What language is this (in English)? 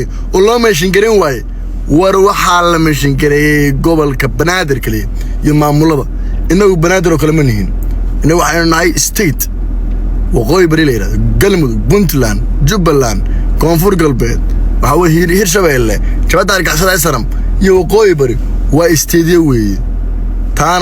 Somali